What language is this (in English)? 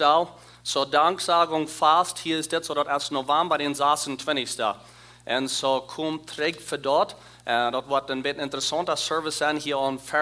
Plautdietsch